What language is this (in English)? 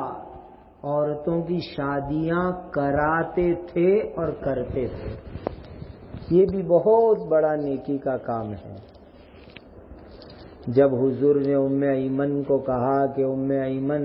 Urdu